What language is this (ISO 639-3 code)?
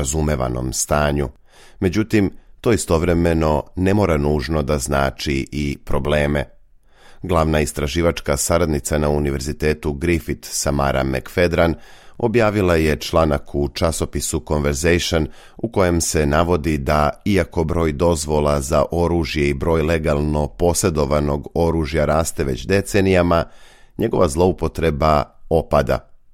srp